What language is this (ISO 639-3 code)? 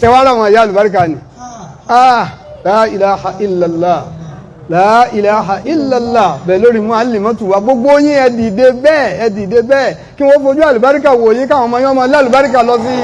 yor